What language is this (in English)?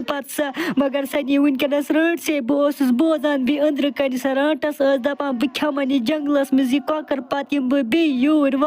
Kashmiri